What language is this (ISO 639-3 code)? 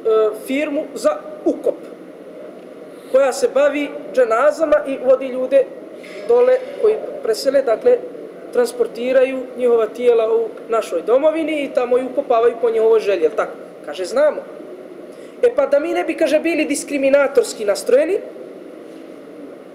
bos